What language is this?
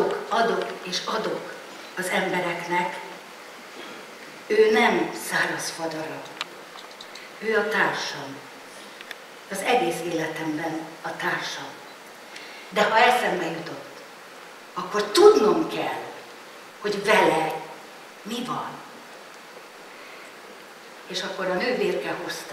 Hungarian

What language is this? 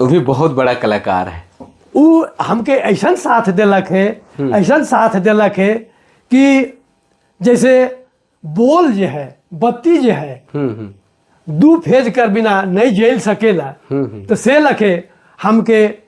Sadri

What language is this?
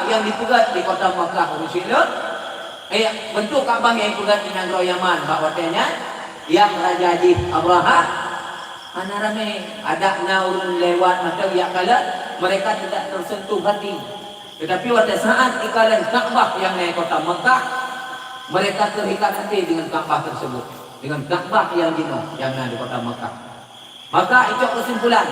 Achinese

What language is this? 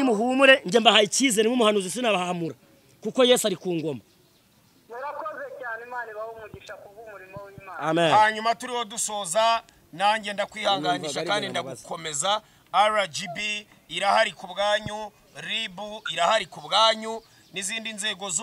Kinyarwanda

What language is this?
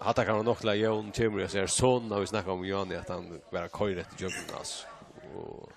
Faroese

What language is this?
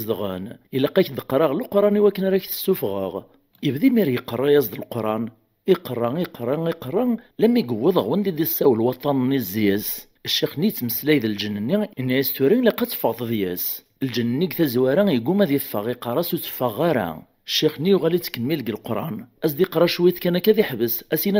Kabyle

